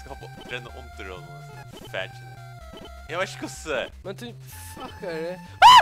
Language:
Faroese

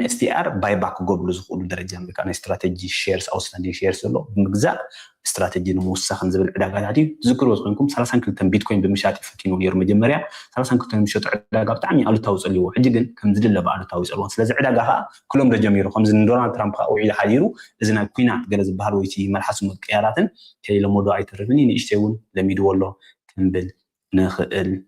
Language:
Tigrinya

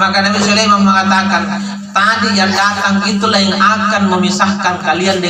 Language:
Makasar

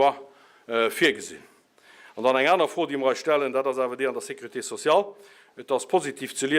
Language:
Luxembourgish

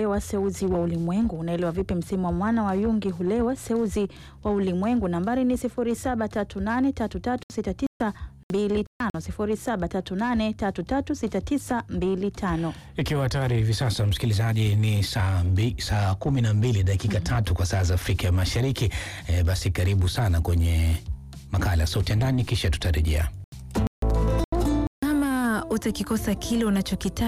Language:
Swahili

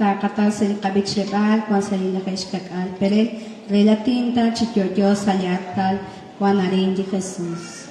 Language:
Kekchí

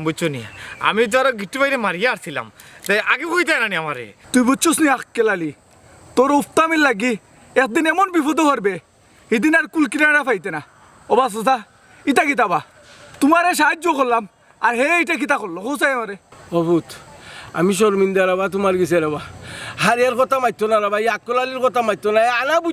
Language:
Sylheti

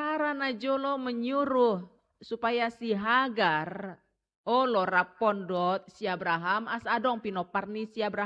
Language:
Batak Toba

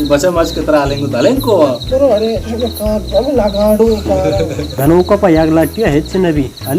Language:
Baluchi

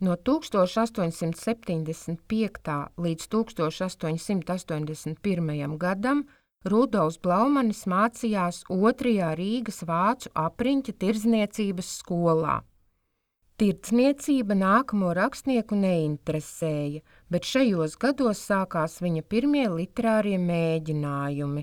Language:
Latvian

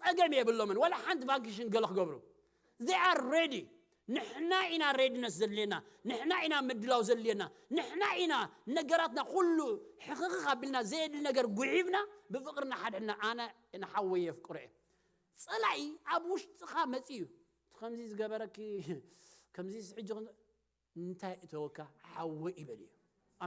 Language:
Tigrinya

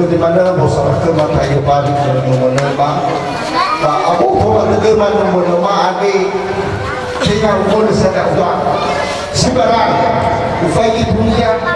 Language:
Nias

